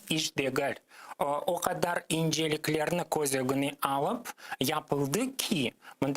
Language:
Crimean Tatar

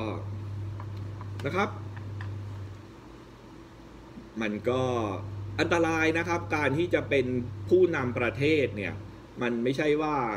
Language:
Thai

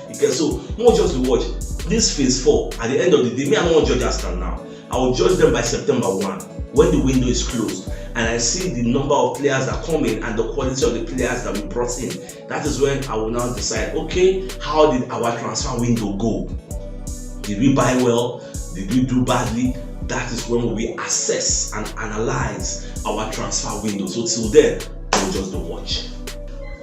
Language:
Nigerian Pidgin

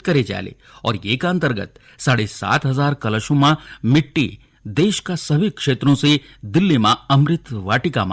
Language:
Garhwali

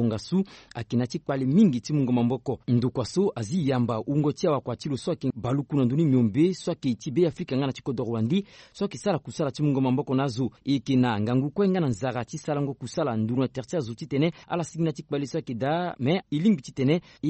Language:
Sango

